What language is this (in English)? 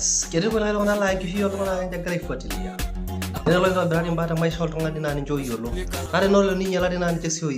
Masai